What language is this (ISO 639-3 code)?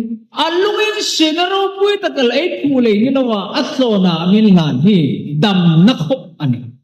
hmr